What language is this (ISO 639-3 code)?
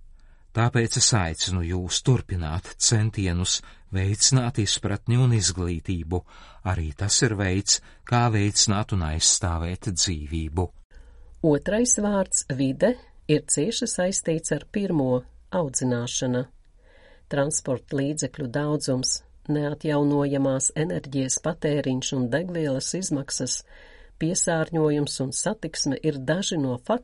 lav